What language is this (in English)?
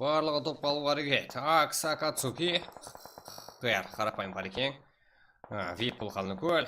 Kara-Kalpak